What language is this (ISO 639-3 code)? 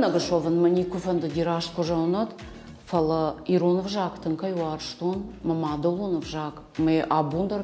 oss